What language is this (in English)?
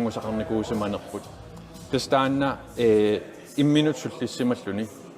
Kalaallisut